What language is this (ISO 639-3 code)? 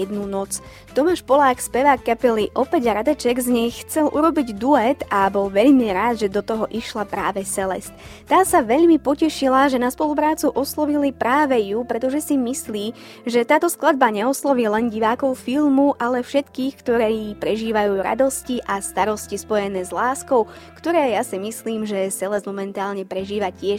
slk